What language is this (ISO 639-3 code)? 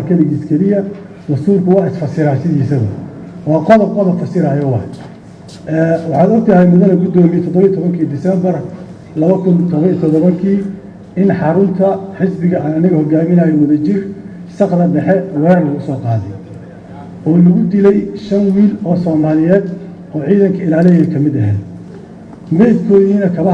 som